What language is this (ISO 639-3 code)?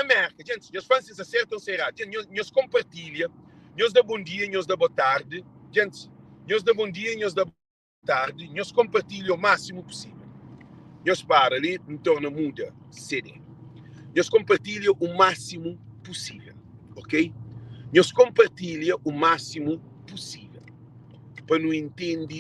kea